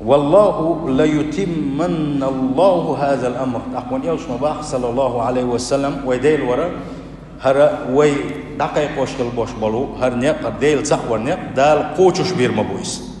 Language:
Chechen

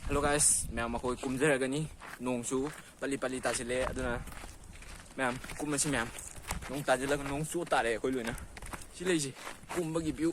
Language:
Manipuri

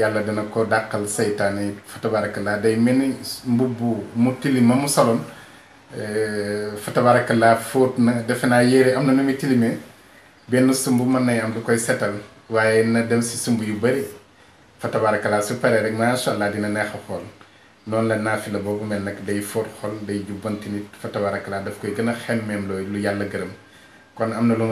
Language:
Wolof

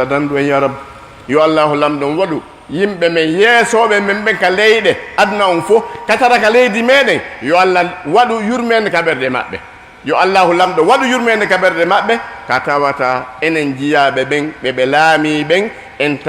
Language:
Fula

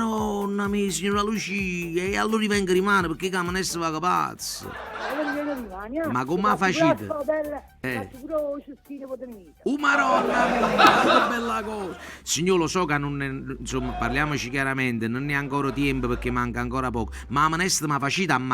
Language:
Neapolitan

